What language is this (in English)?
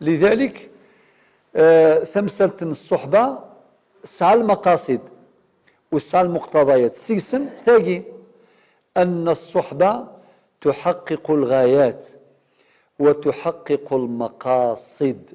Kabyle